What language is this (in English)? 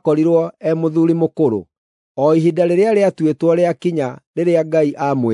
Kikuyu